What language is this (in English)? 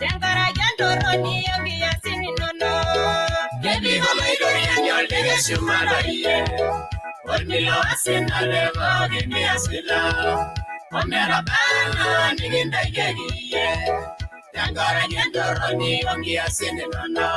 Masai